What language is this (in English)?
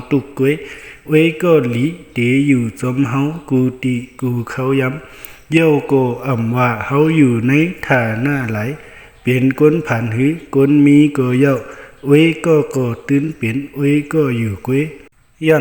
Shan